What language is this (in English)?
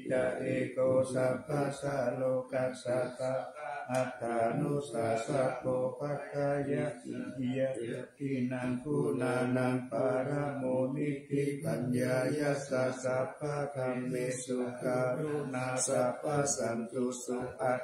Pali